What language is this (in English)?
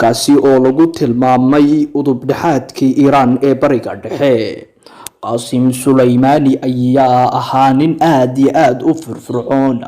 Somali